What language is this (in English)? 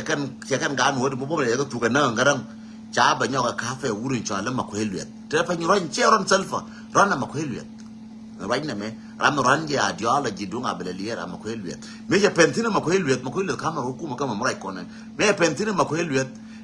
Nuer